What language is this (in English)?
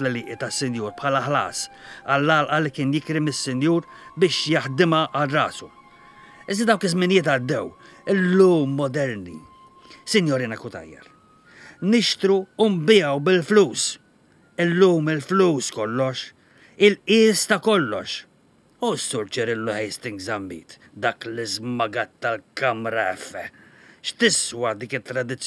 Maltese